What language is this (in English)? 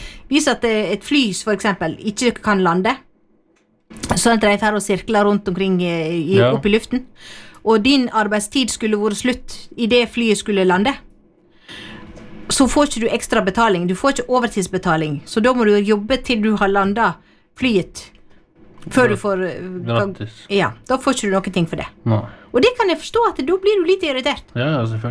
Norwegian